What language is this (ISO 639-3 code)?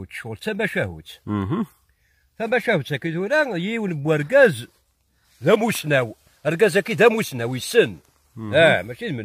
kab